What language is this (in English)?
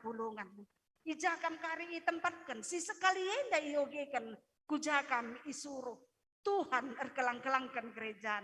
Batak Karo